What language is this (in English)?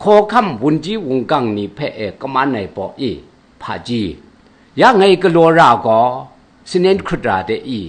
Kachin